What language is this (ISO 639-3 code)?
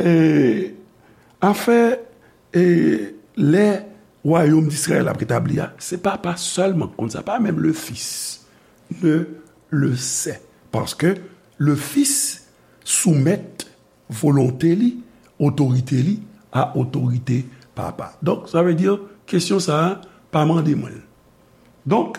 hat